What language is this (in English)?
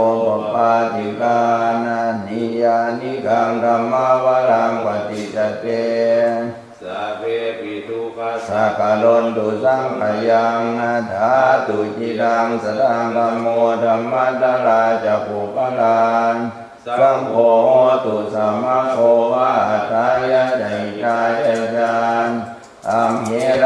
Pali